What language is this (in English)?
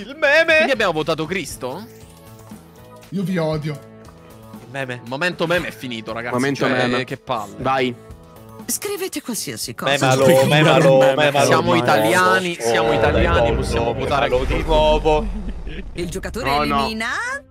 Italian